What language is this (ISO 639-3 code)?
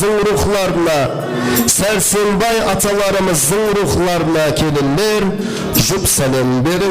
kaa